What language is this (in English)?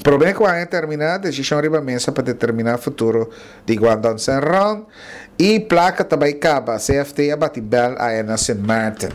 Papiamento